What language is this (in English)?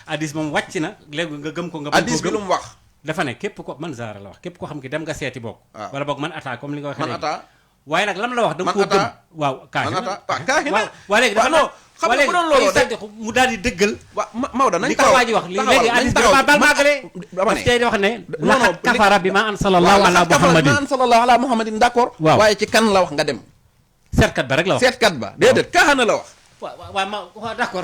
Wolof